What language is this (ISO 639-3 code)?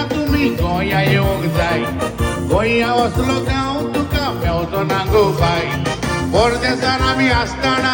kok